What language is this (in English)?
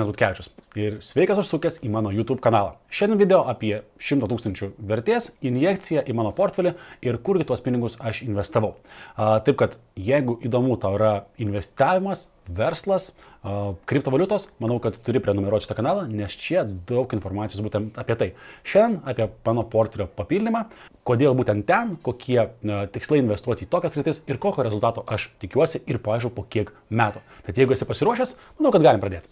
Lithuanian